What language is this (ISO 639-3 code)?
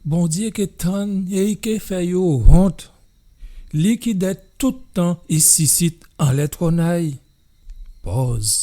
gcf